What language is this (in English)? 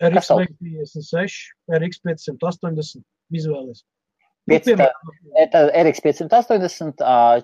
Latvian